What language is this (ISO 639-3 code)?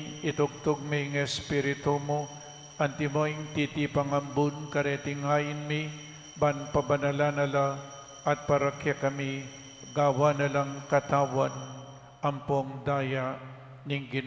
pam